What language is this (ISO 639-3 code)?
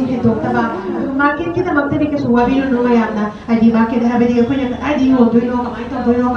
mni